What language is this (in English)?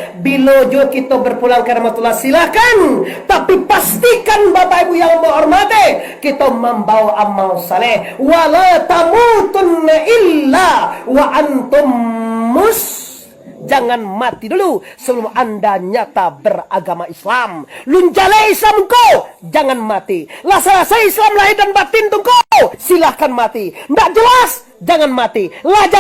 Minangkabau